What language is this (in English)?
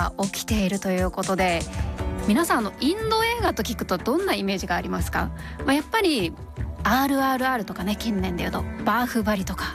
Japanese